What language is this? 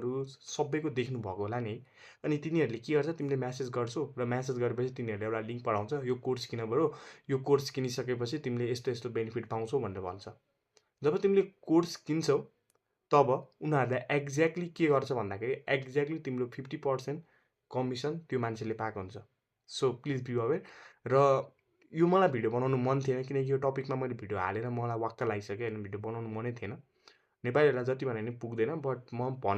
Nepali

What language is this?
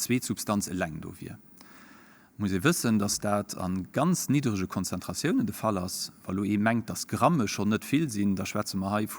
Luxembourgish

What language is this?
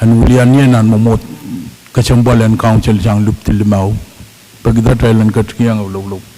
Pohnpeian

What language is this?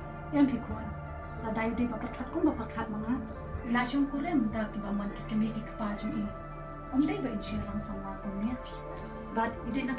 Khasi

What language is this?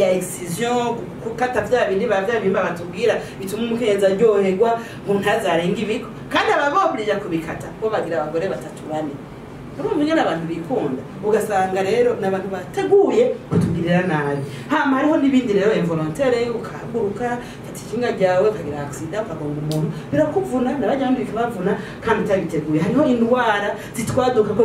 Rundi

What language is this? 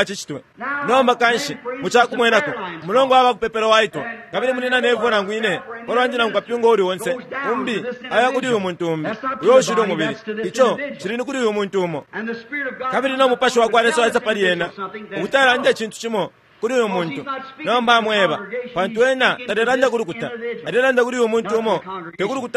Bemba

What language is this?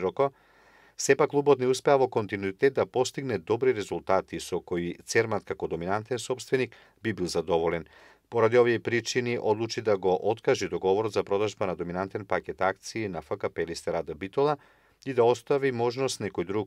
Macedonian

